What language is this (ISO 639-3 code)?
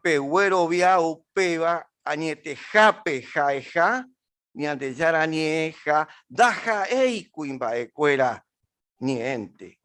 grn